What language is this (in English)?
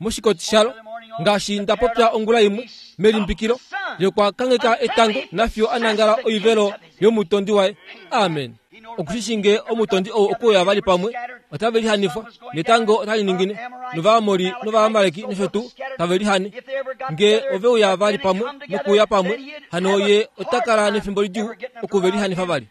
Kuanyama